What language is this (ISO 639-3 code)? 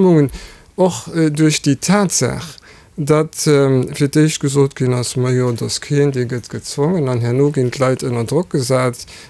ltz